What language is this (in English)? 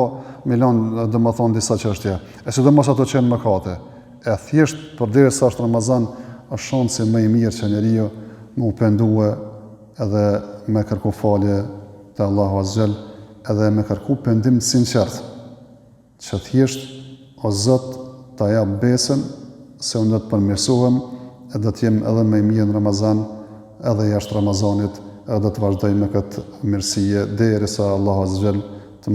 Albanian